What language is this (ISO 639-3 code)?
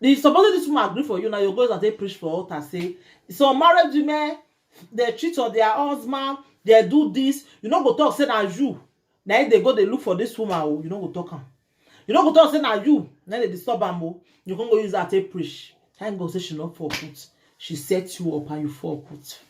pcm